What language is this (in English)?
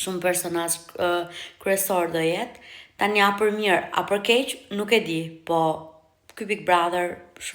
Albanian